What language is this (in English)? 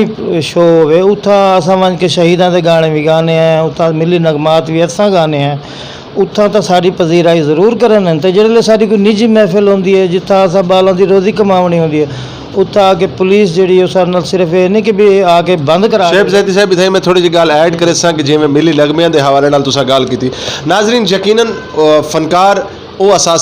Saraiki